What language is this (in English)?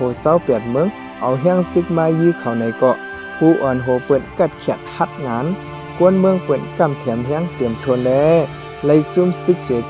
Shan